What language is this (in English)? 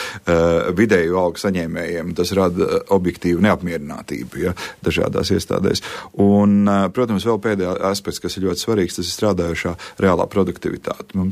Latvian